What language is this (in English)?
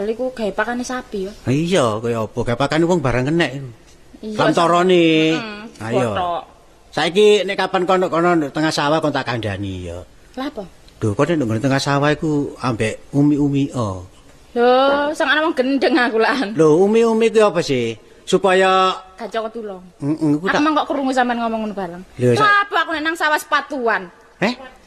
Javanese